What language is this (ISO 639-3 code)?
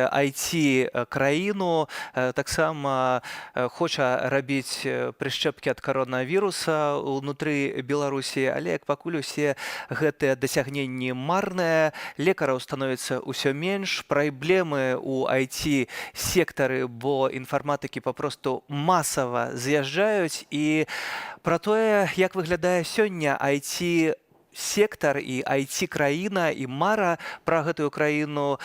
bel